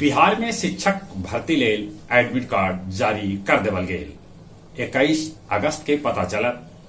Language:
Magahi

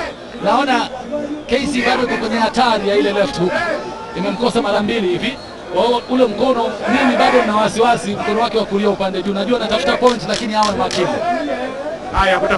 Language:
Swahili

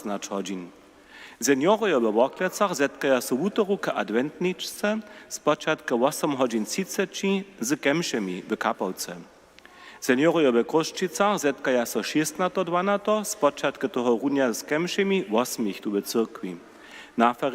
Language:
Upper Sorbian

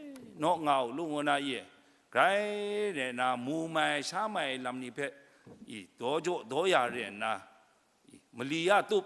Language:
Kachin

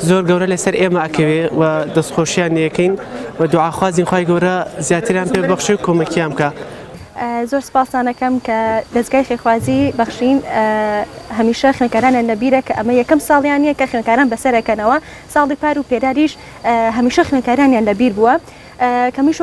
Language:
Central Kurdish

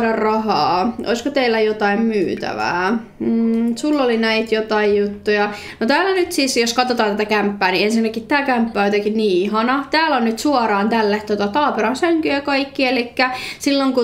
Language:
Finnish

